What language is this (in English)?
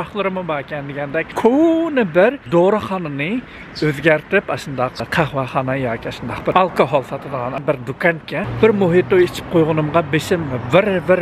Uyghur